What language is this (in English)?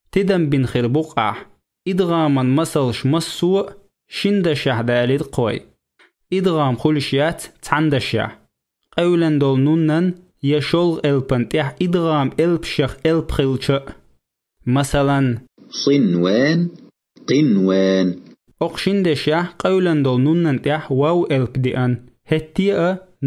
Chechen